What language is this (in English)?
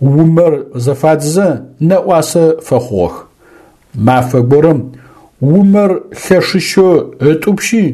Adyghe